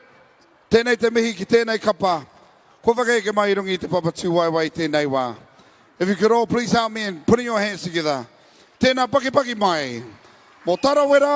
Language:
Māori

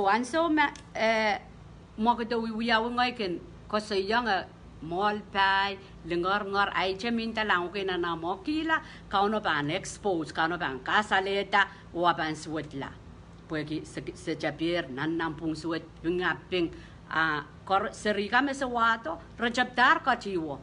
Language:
Pohnpeian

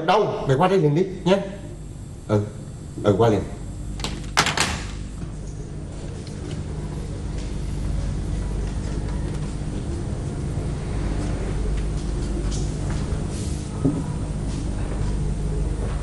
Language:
Vietnamese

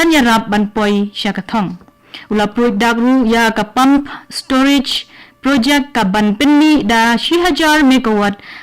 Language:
Khasi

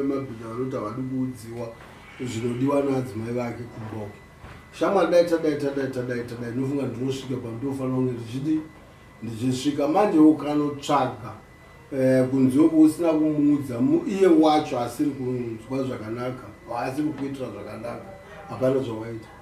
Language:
Shona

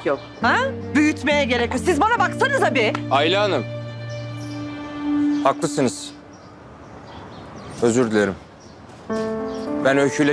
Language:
Turkish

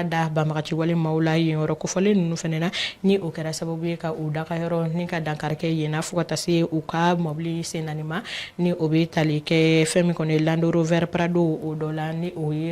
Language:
Bambara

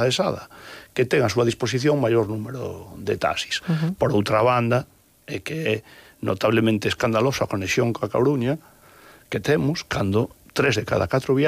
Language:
Galician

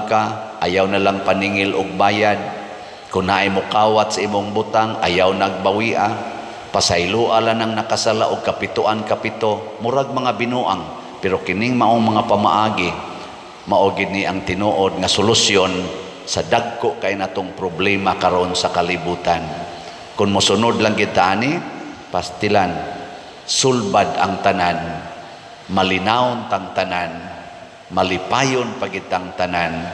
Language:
Cebuano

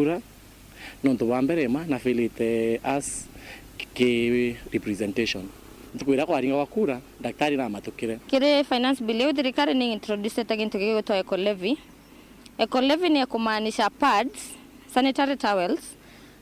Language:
Meru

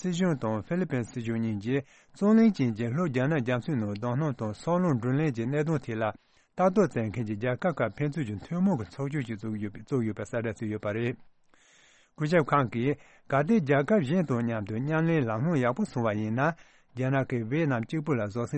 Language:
Tibetan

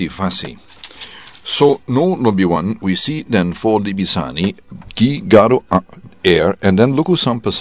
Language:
Sranan Tongo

